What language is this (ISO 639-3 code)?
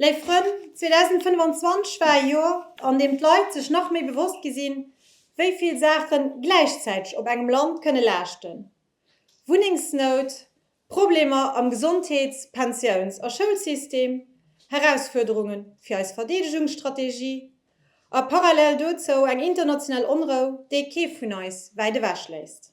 ltz